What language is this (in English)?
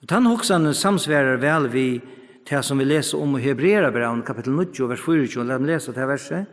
Faroese